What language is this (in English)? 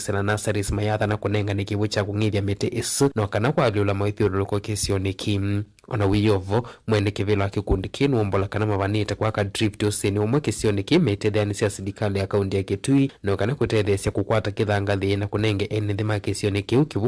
Kamba